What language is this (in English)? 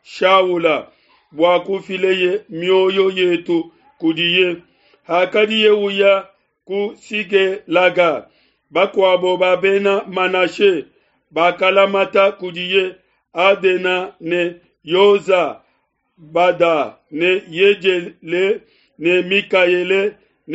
Luba-Lulua